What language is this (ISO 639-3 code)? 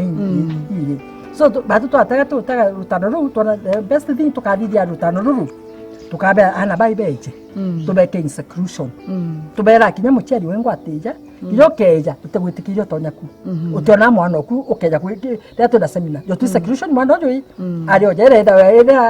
mer